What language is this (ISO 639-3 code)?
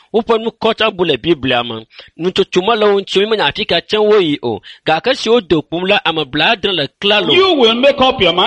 ewe